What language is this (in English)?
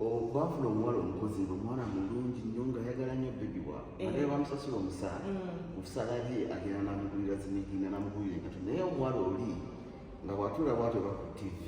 Ganda